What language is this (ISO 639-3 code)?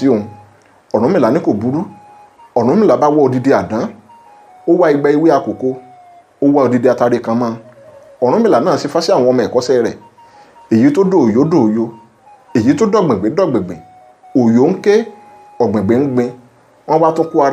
yor